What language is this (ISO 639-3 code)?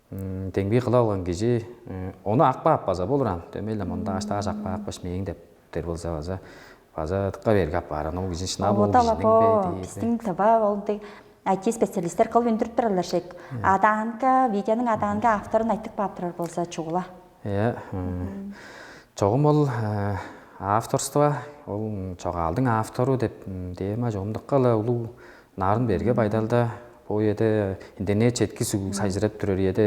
tyv